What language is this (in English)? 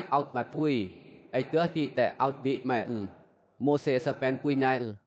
Western Lawa